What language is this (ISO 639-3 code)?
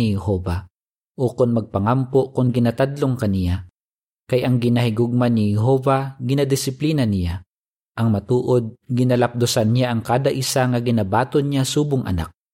hil